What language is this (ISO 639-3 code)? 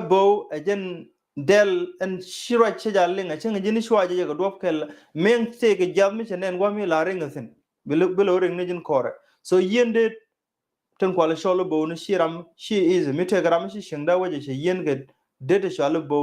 nus